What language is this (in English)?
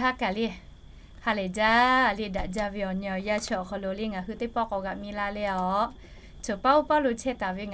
Lahu